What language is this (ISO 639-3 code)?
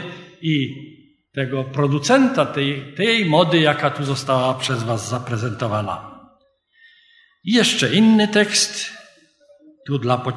pol